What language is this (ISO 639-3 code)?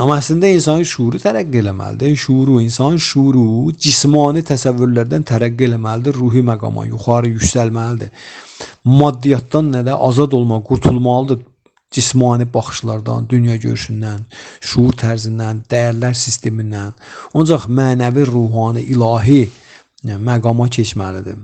aze